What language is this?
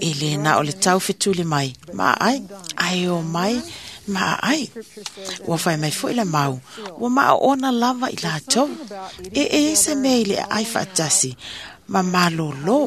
Samoan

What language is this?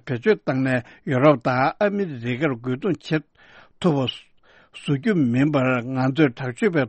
Tibetan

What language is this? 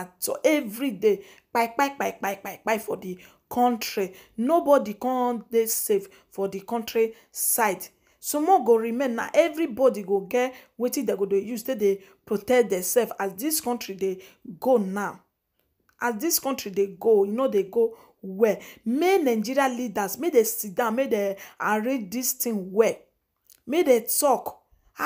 Nigerian Pidgin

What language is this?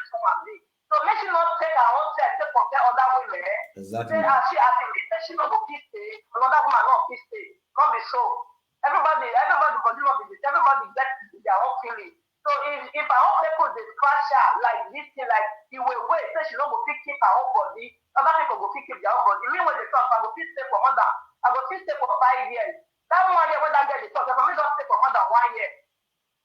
Nigerian Pidgin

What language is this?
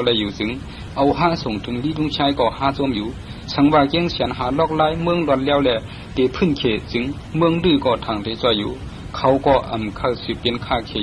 Shan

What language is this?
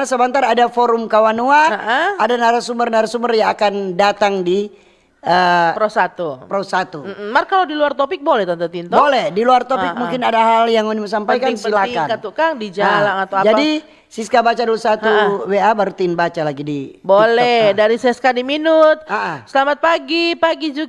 Manado Malay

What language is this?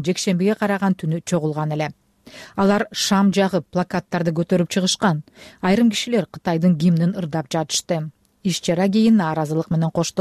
Kyrgyz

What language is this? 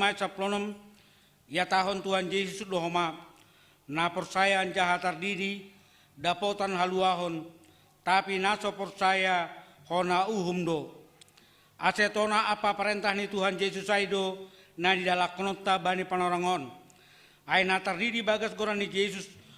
Batak Simalungun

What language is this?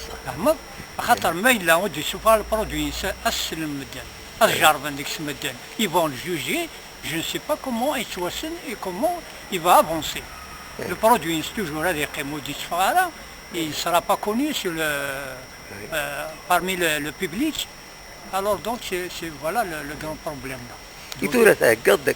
Kabyle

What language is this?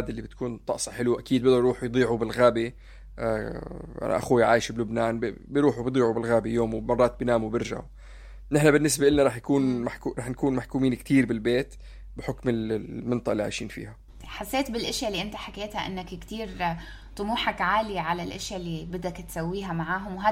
North Levantine Arabic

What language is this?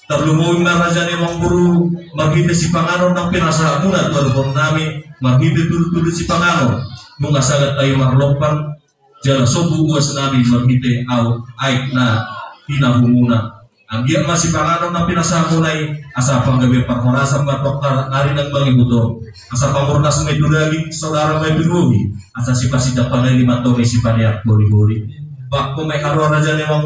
Batak Toba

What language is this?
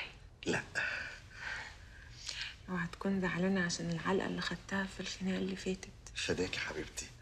Egyptian Arabic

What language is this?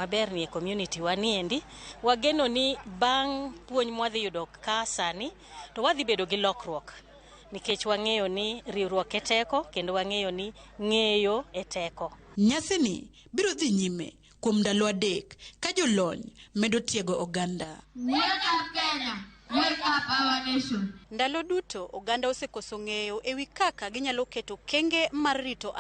Luo (Kenya and Tanzania)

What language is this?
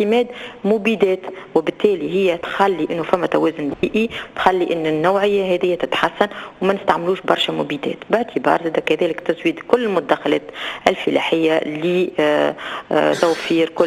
Tunisian Arabic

